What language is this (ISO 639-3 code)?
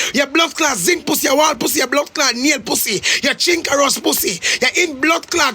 jam